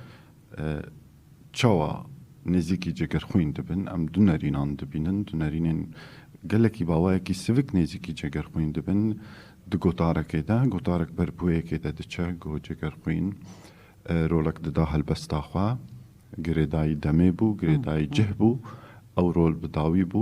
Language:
Kurdish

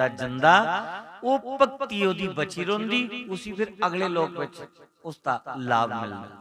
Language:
Dogri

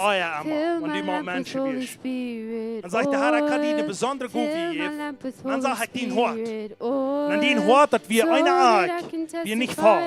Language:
Plautdietsch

